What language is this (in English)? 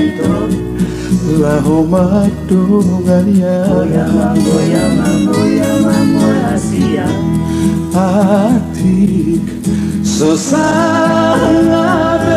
Batak Toba